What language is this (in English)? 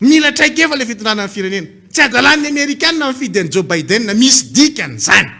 Malagasy